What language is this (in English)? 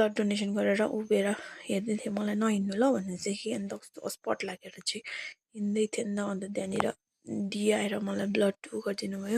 Nepali